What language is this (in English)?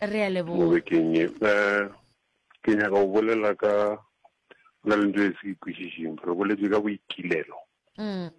Northern Sotho